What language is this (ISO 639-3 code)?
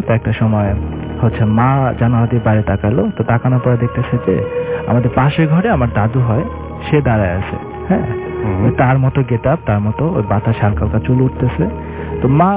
ben